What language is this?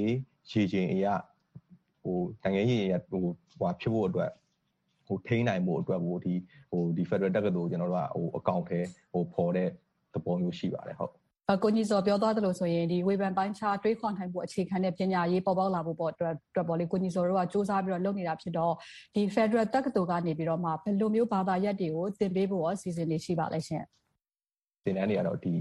Burmese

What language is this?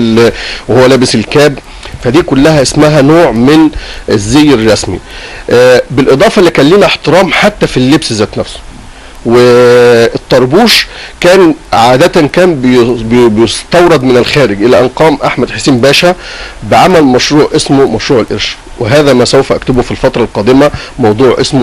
Egyptian Arabic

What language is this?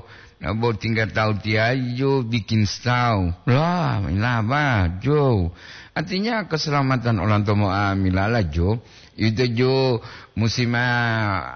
Gorontalo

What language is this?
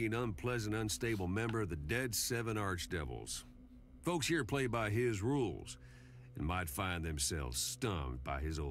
English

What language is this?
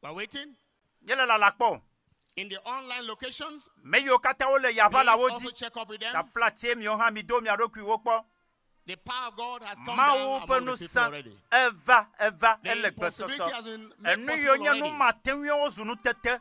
Ewe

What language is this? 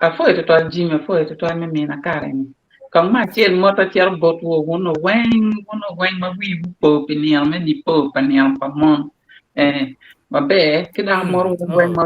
Acoli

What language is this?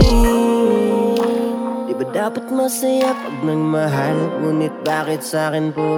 Filipino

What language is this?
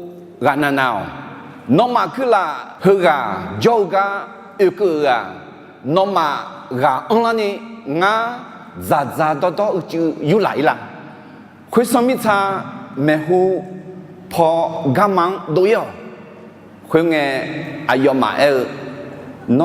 Akha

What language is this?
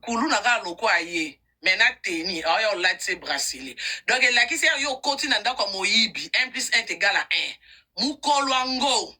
Lingala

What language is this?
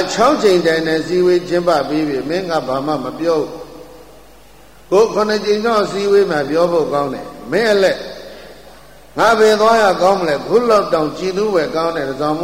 Burmese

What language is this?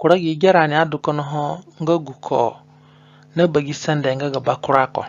Zande (individual language)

